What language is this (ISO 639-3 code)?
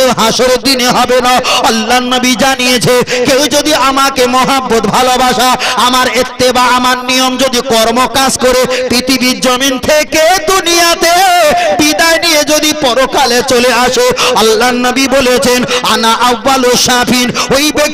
ben